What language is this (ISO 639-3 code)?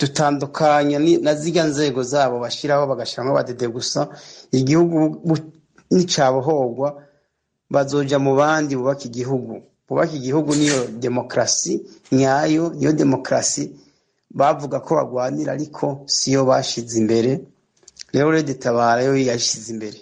run